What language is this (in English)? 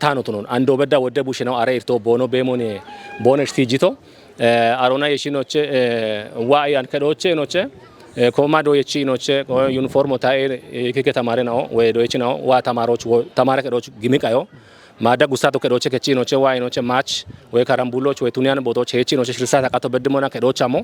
Kafa